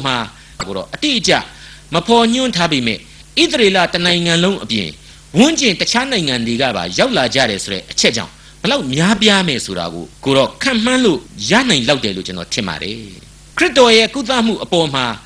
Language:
Burmese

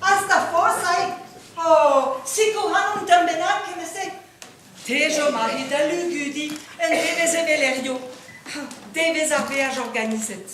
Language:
Breton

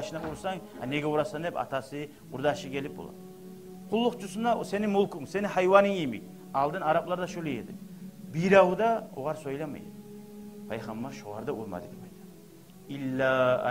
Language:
Kumyk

